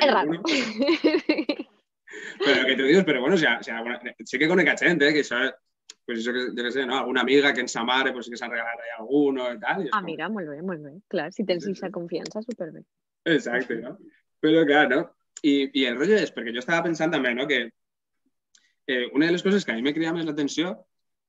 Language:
Catalan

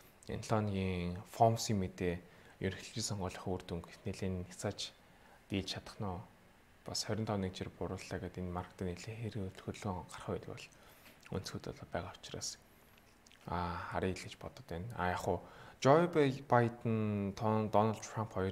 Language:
Mongolian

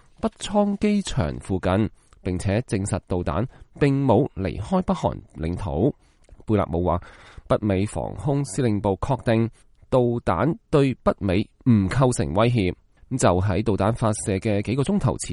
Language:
Cantonese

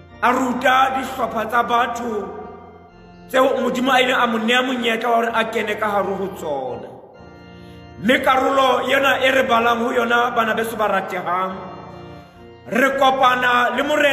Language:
Southern Sotho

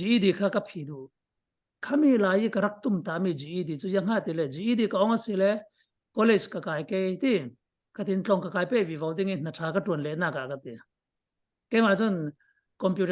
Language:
Falam Chin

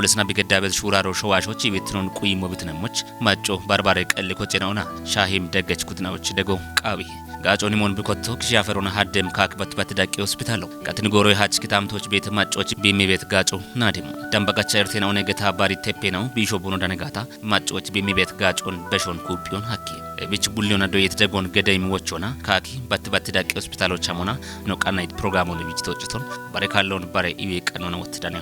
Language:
Kafa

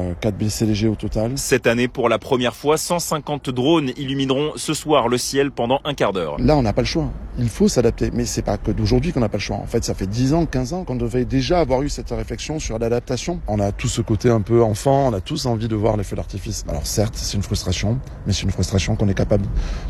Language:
French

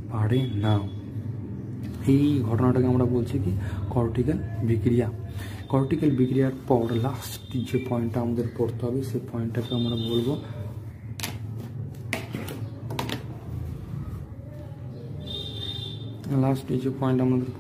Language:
Bangla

